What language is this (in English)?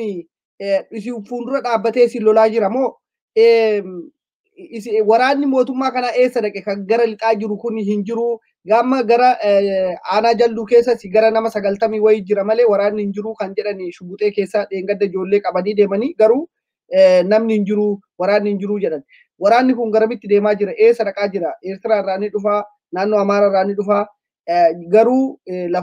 Oromo